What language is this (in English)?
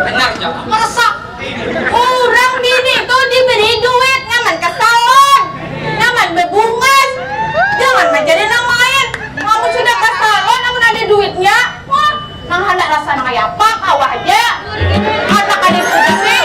Banjar